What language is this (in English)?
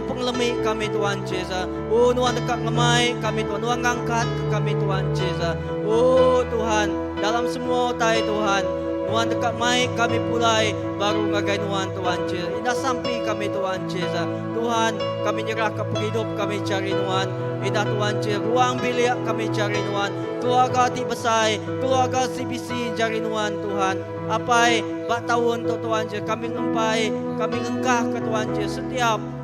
Iban